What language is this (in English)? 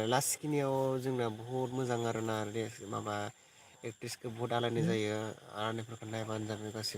Bodo